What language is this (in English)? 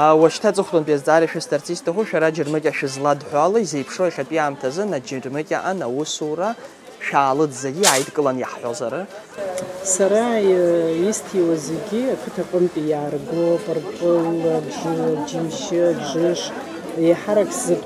Abkhazian